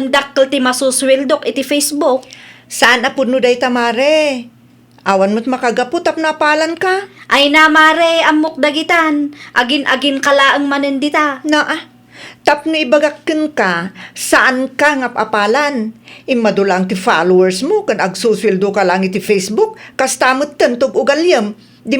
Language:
Iloko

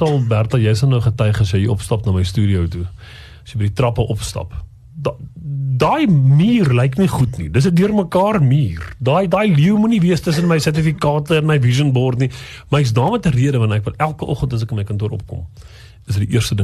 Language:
Afrikaans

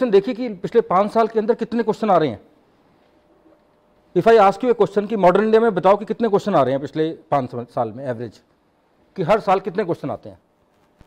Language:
Hindi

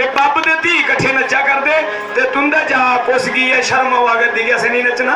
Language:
Dogri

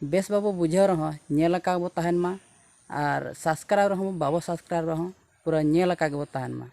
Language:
Santali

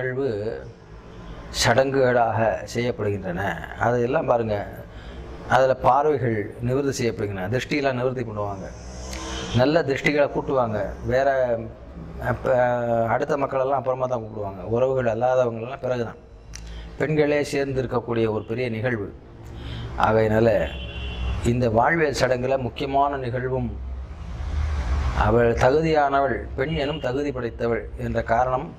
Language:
Tamil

